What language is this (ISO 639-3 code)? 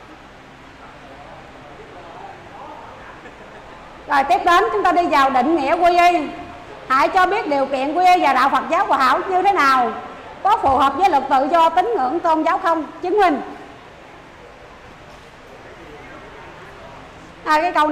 vie